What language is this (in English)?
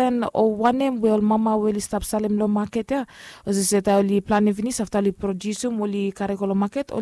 Bislama